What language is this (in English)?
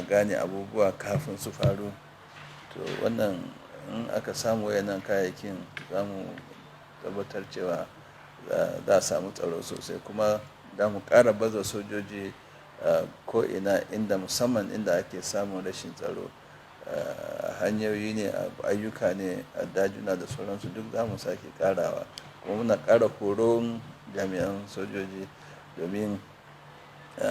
Hausa